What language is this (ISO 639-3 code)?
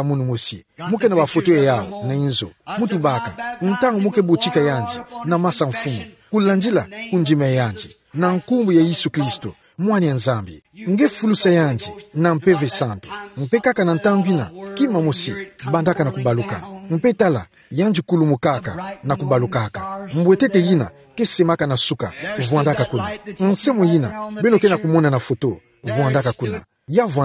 ktu